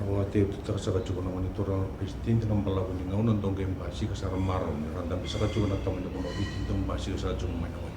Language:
Fijian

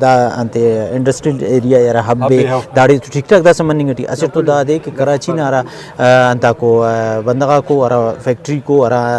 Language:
Brahui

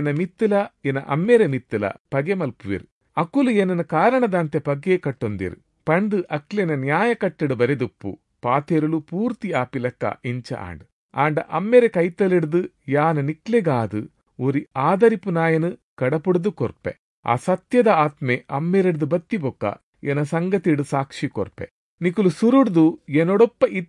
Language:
Tulu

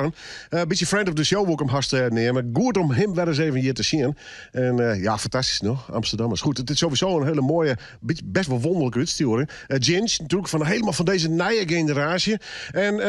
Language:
Western Frisian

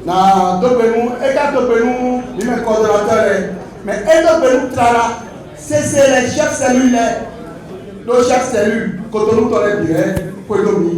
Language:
Fon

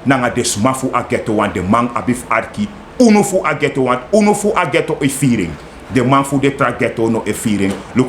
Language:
Sranan Tongo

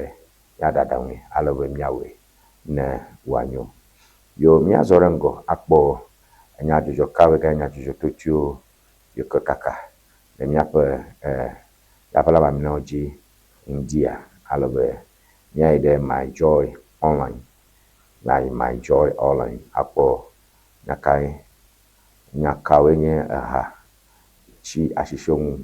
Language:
Ewe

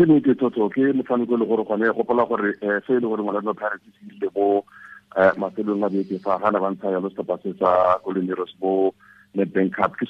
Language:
Tswana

